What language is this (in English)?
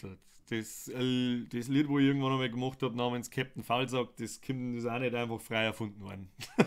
Bavarian